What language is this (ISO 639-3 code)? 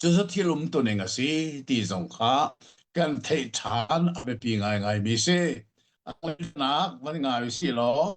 cnh